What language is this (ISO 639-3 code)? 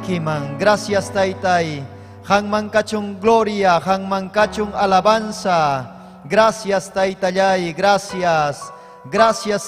quy